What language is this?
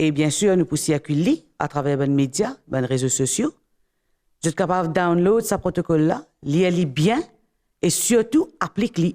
Morisyen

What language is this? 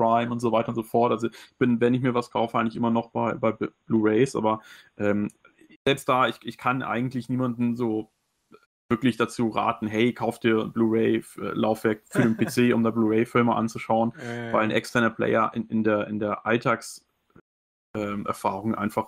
German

